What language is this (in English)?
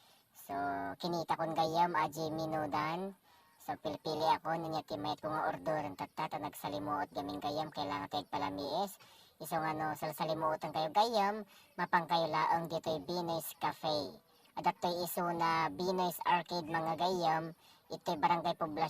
Iloko